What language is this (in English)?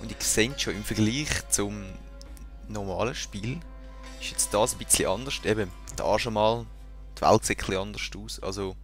Swiss German